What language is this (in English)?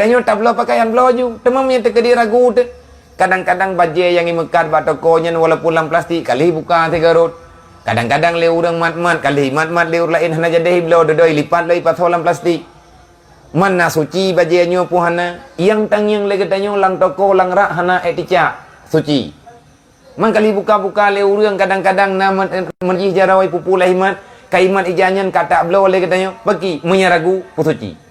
Achinese